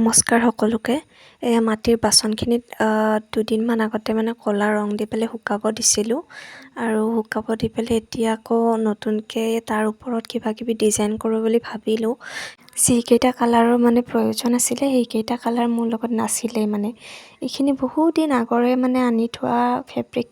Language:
Assamese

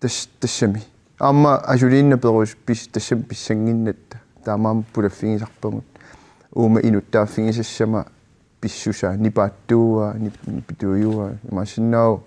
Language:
Kalaallisut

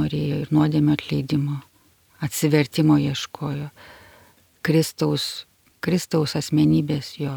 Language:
Lithuanian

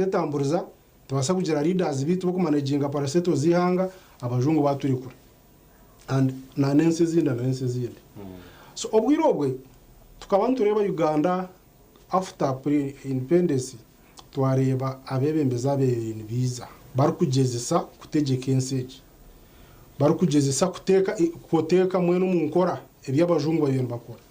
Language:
Nyankole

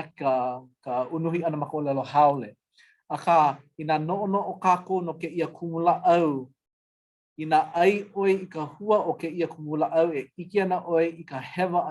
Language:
Hawaiian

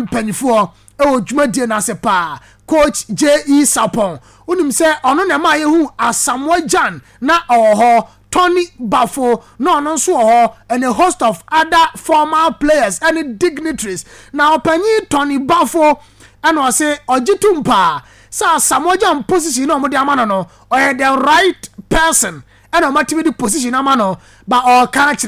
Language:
Akan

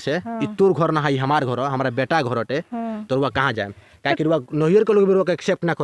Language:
Bhojpuri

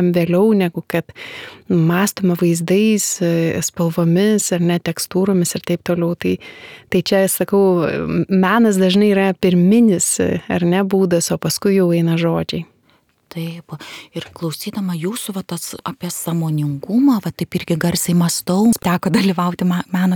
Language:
Lithuanian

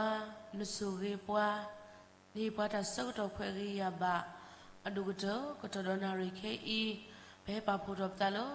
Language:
S'gaw Karen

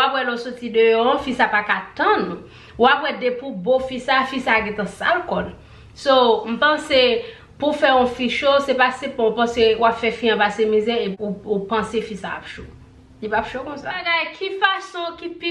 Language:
Haitian Creole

